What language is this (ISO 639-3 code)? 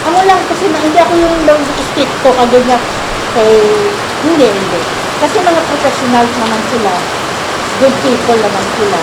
hil